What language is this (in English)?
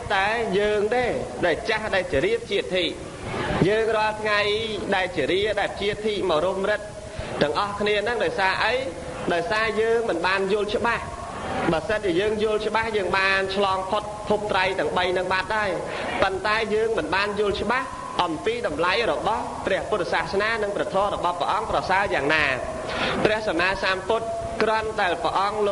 Khmer